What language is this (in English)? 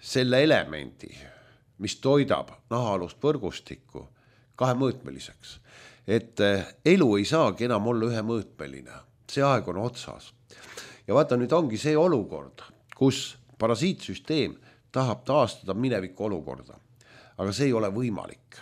Estonian